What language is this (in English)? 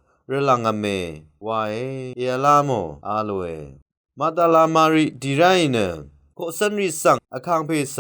Rawang